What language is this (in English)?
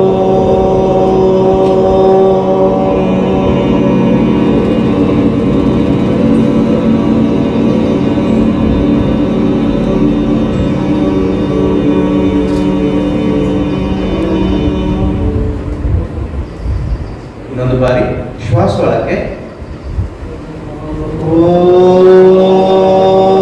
Kannada